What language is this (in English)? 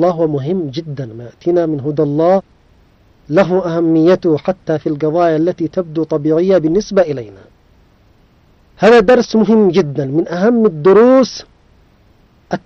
Arabic